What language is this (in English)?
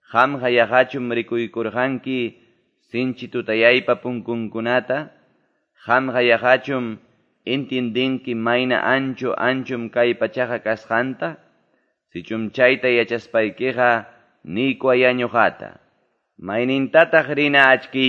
Quechua